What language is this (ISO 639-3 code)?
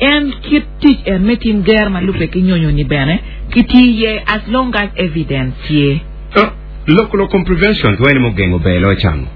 ach